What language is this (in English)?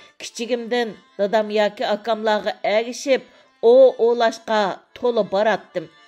Uyghur